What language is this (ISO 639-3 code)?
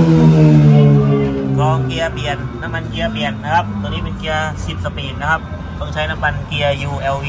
tha